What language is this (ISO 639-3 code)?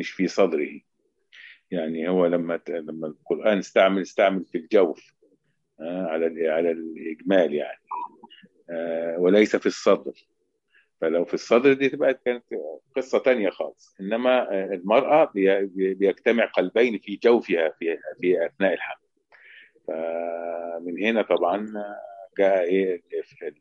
arz